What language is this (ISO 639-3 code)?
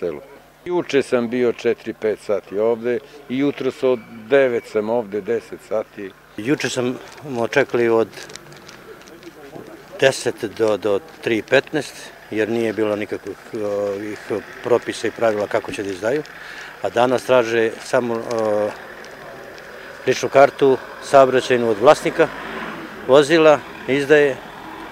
srp